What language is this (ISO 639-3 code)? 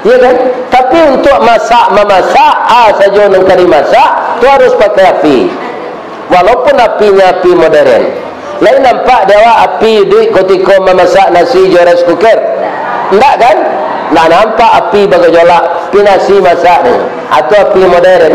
min